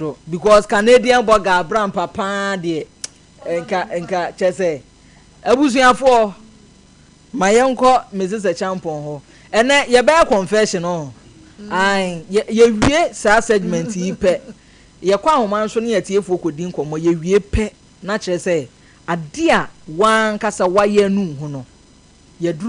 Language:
Akan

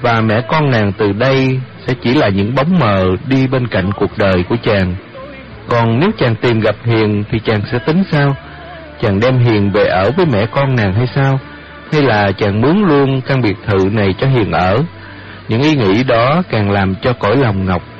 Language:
Vietnamese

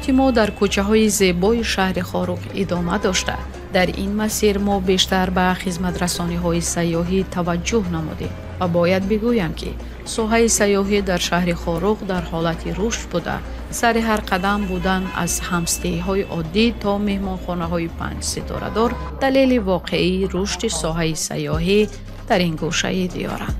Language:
Tajik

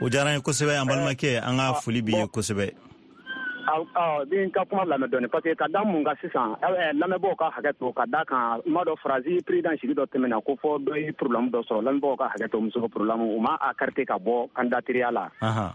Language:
Bambara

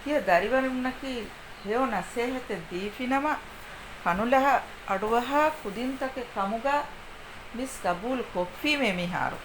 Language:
Divehi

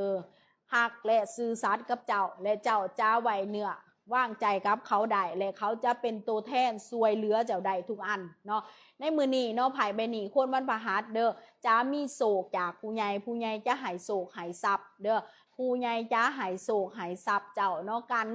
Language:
Lao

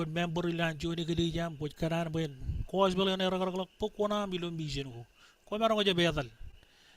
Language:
Marshallese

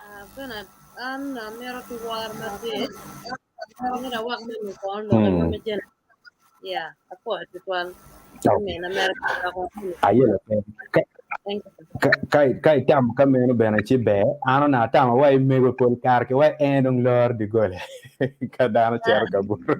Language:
Acoli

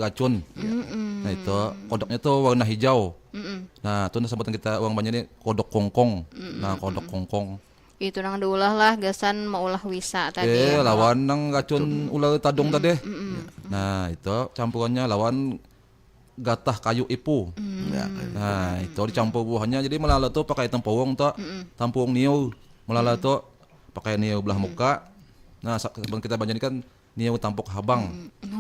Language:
Banjar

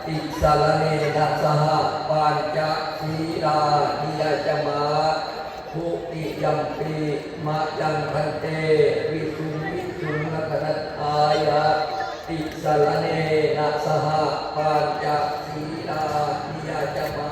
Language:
Pali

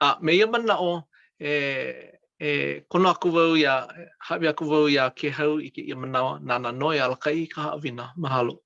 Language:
Hawaiian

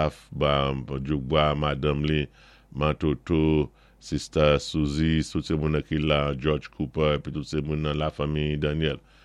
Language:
Saint Lucian Creole French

